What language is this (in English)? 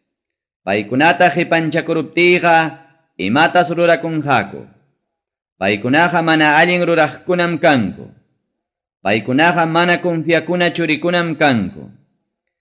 Ayacucho Quechua